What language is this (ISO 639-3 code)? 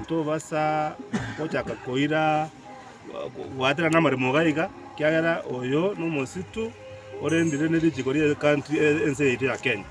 guz